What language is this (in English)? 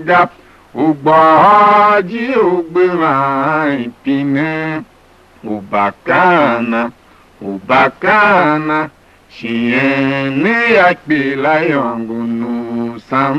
Tiv